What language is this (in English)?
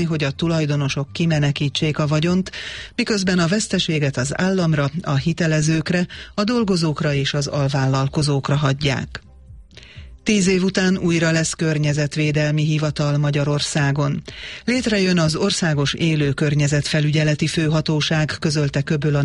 Hungarian